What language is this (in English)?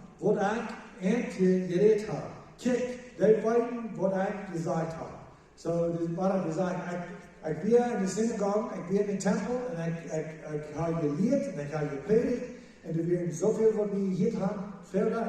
Plautdietsch